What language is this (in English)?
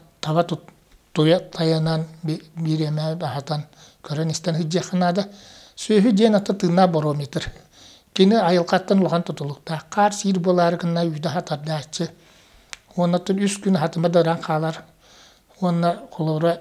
Yakut